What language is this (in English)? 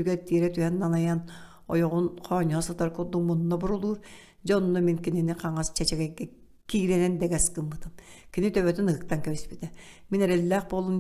Yakut